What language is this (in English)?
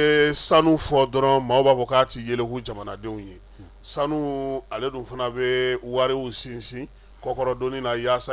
Bambara